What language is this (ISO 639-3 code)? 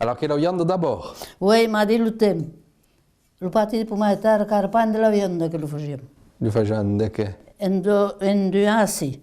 oci